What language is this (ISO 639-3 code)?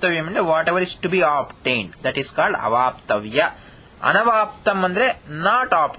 kan